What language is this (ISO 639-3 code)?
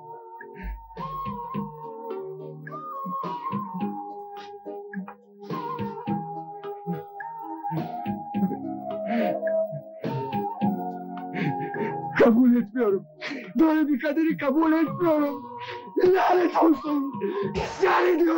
tur